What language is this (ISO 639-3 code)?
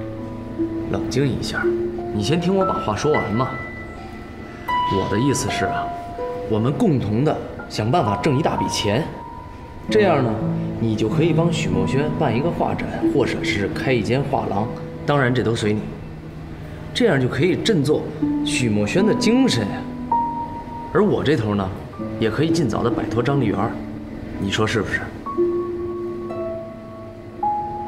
zho